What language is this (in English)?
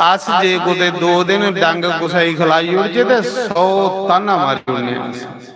Dogri